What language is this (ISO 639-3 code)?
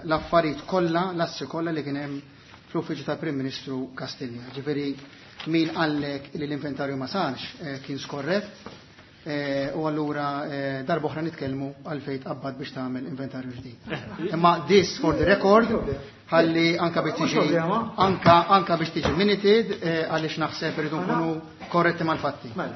mlt